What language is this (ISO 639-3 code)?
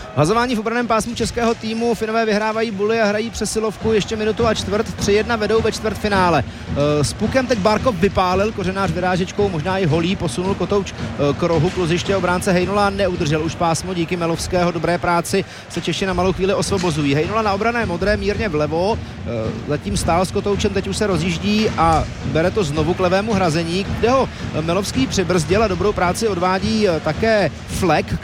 ces